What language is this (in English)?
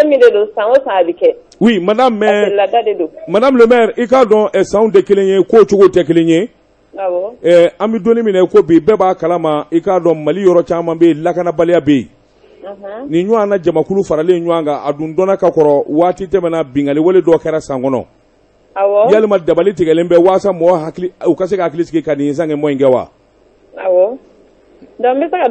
Bambara